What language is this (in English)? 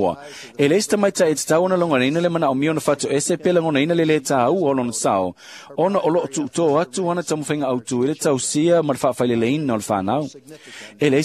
Samoan